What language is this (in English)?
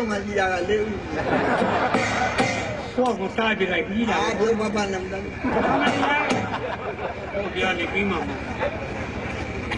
Burmese